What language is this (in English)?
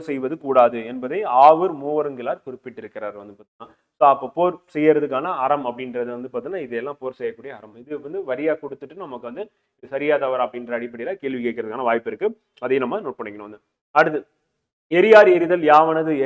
Tamil